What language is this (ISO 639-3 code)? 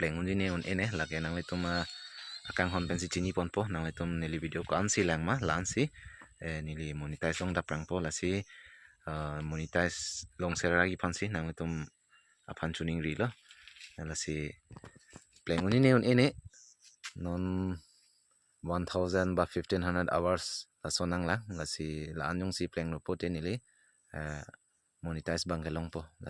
mjw